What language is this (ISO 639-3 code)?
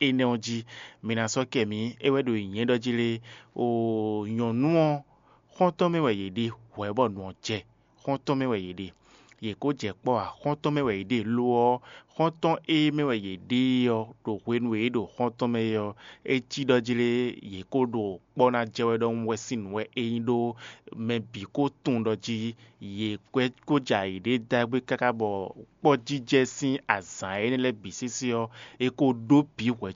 fon